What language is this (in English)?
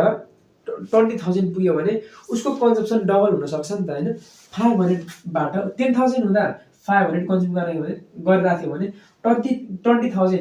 Nepali